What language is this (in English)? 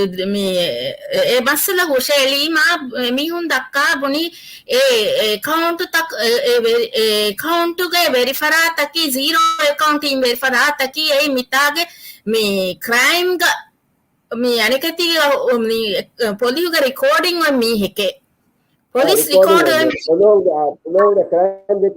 Divehi